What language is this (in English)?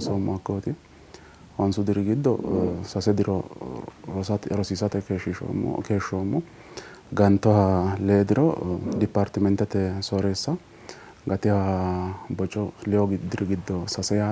Sidamo